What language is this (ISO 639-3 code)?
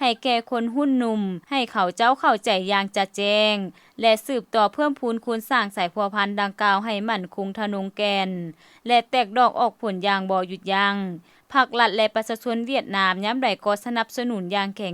lao